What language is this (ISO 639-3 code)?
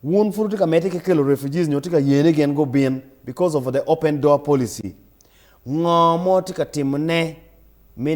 ach